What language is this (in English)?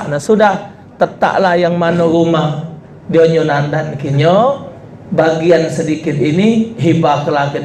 Musi